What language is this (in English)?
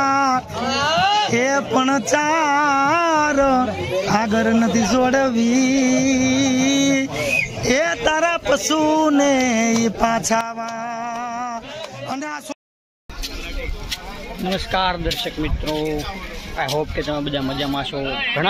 Gujarati